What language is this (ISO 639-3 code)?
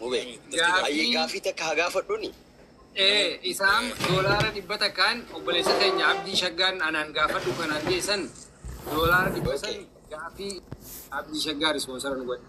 orm